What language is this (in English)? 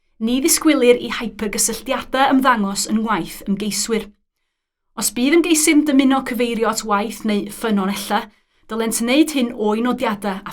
Welsh